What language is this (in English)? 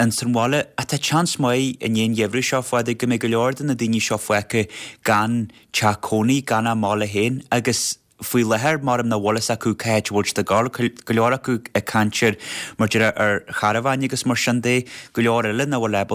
Irish